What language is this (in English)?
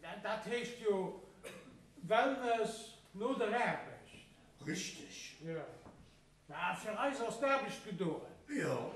Luxembourgish